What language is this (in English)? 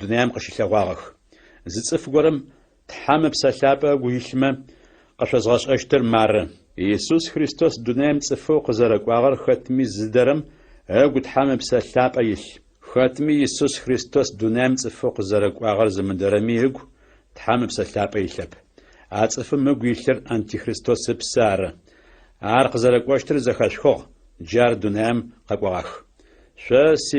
Adyghe